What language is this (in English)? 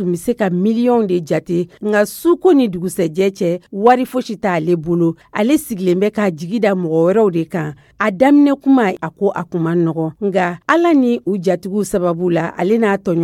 Dyula